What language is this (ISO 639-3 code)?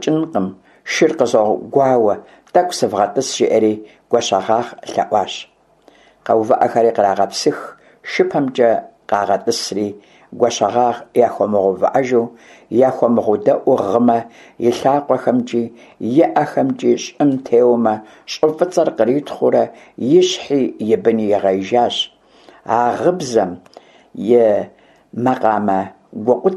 kbd